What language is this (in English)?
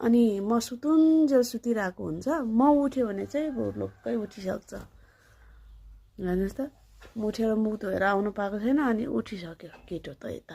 Nepali